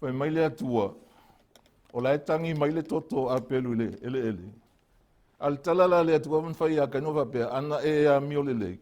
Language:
Samoan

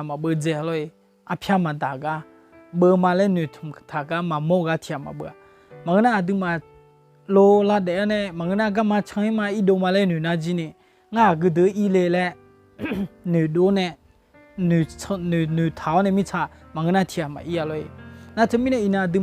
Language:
Akha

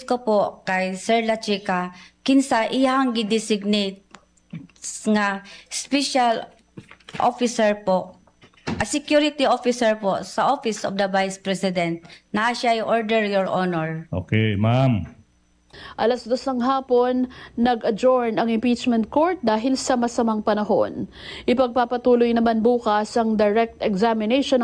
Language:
Filipino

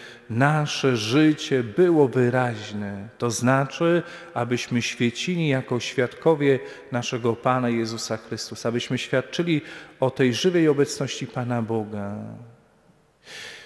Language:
Polish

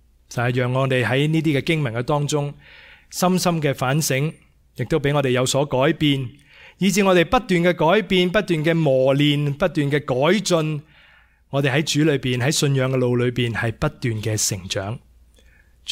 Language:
Cantonese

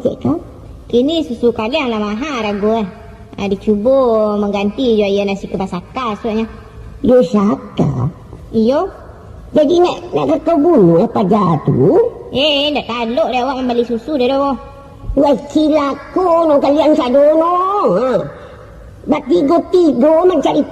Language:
Minangkabau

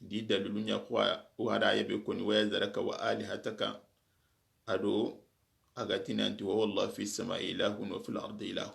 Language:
Soninke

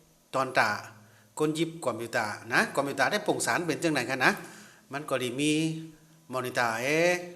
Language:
Shan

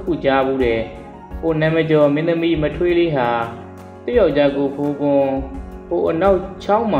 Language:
Burmese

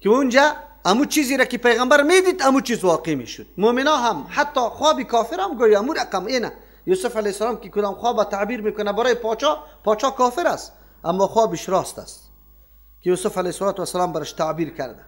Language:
Persian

